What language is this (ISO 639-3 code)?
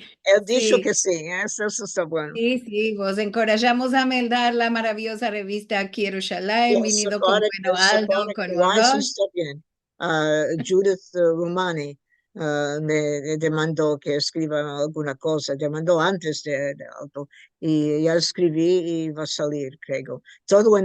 lad